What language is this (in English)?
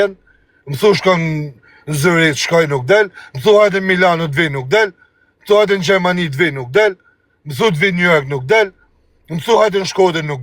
Albanian